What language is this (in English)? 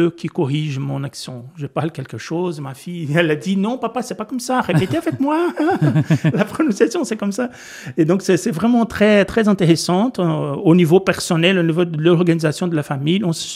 French